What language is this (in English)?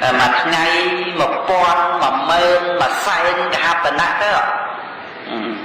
Khmer